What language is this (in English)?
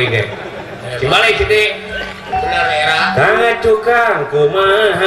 Sundanese